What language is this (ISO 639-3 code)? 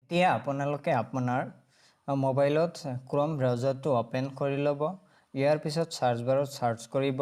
asm